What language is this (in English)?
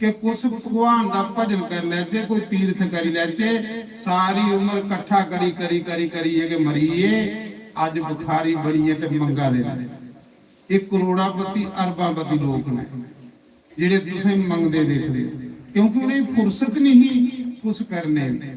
Dogri